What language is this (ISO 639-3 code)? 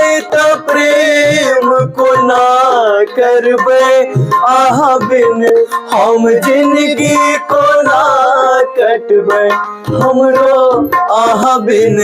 mai